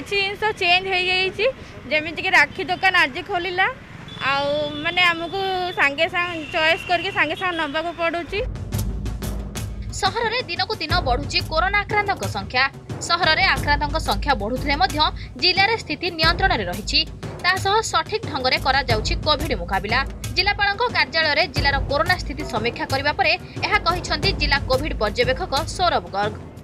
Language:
Odia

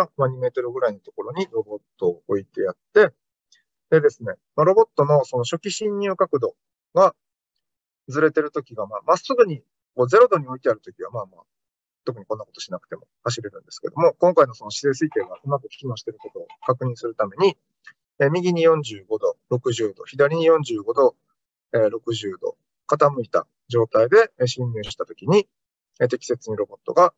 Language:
Japanese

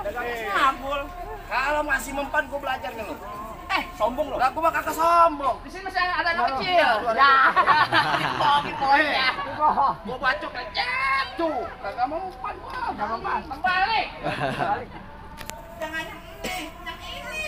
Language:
Betawi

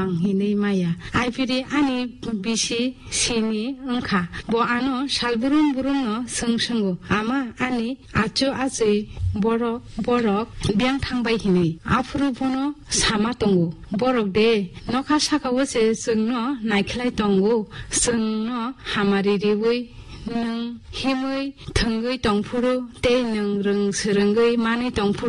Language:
Kok Borok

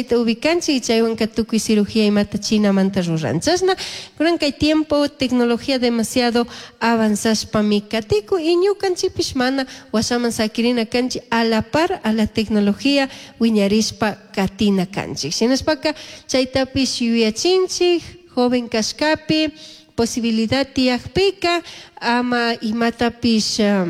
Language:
Chimborazo Highland Quichua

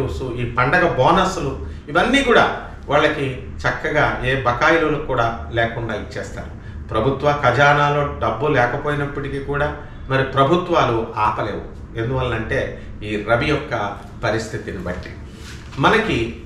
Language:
Telugu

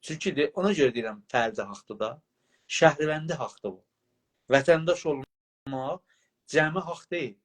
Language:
South Azerbaijani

